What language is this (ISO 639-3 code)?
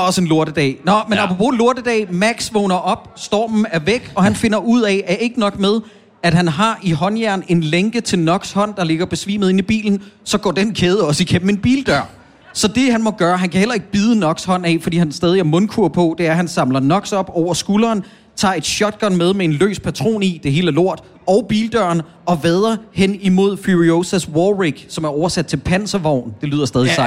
dan